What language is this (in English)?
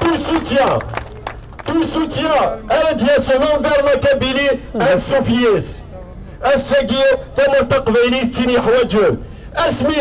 Kabyle